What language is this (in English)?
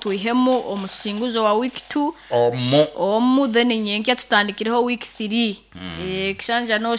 Nyankole